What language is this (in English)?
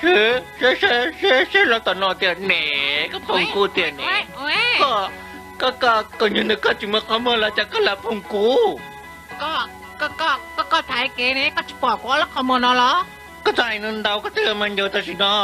Hmong